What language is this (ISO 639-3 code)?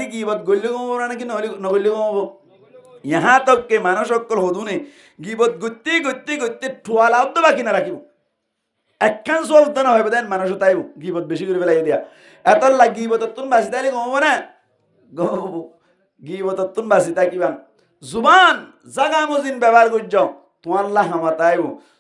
rhg